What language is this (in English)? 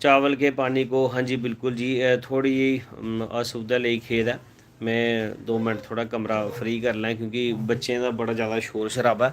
Dogri